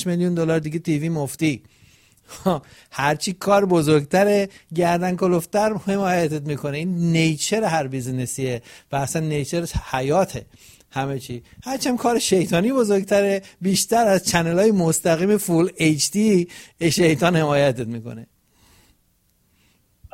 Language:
Persian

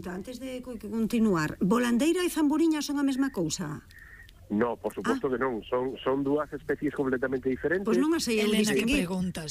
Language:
Galician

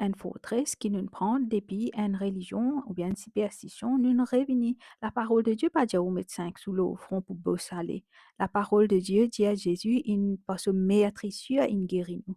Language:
Morisyen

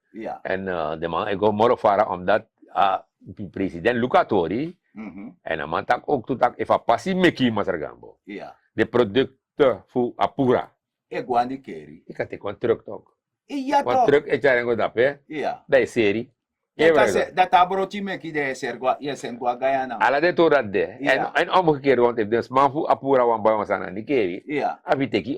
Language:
Sranan Tongo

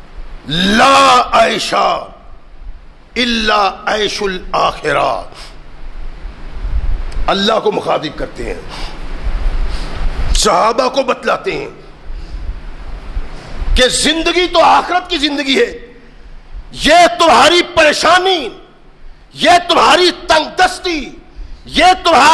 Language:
Urdu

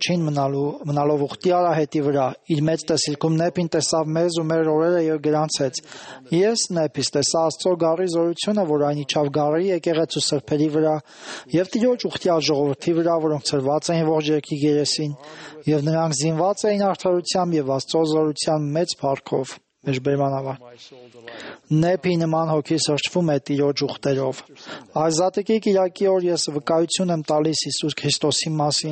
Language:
Armenian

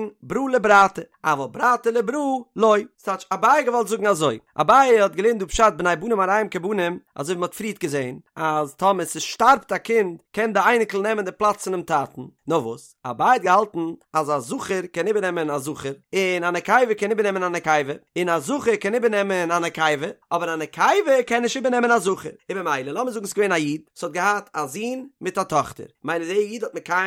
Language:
Yiddish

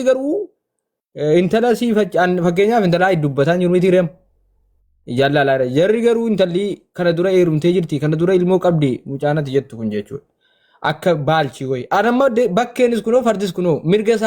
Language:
Oromo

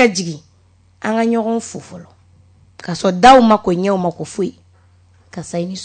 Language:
Bambara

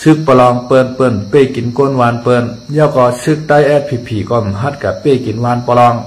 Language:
Shan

